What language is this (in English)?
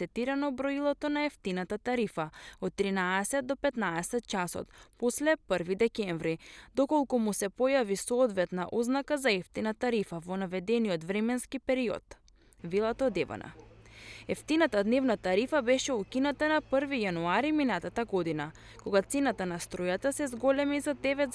Macedonian